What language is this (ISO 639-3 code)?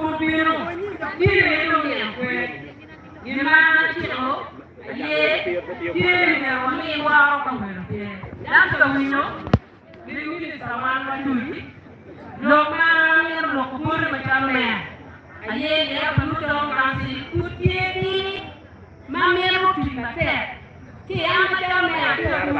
ach